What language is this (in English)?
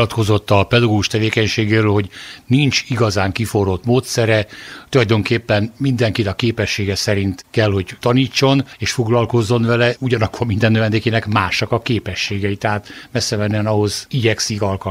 Hungarian